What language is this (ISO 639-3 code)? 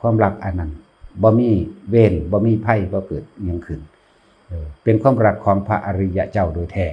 tts